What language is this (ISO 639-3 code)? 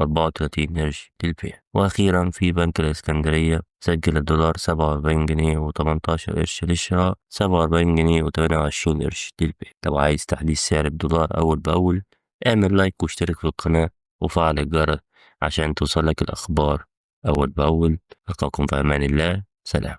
arz